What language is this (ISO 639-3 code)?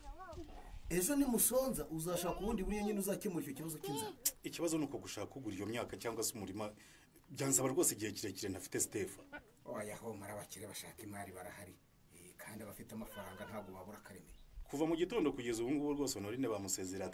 kin